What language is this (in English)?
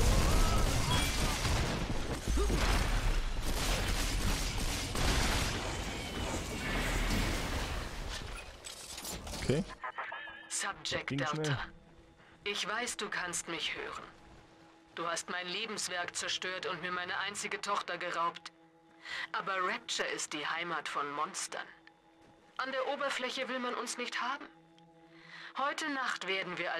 German